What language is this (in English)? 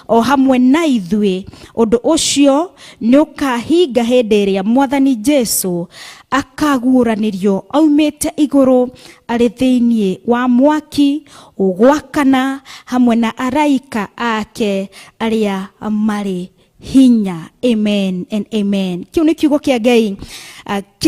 Kikuyu